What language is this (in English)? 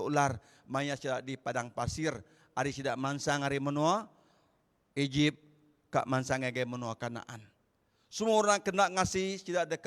Iban